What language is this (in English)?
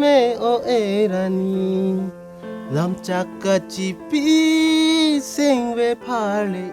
Karbi